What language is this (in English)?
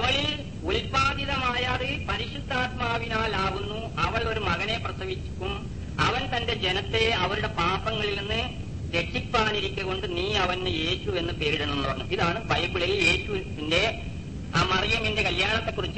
Malayalam